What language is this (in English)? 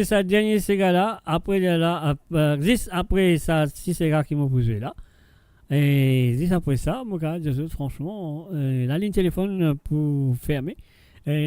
Morisyen